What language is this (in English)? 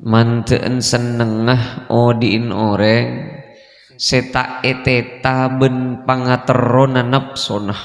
Madurese